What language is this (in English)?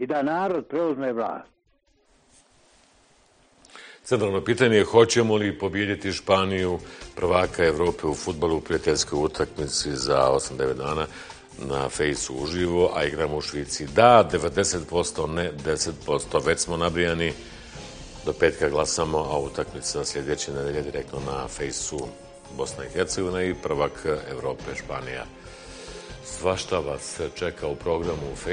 Bosnian